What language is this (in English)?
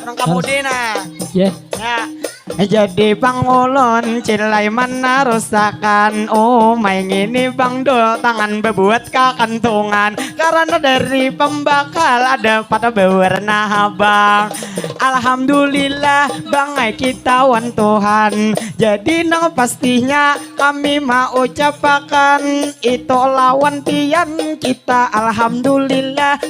Banjar